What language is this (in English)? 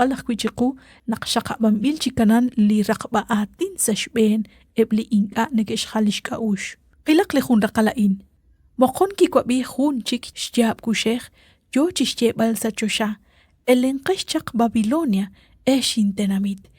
Kekchí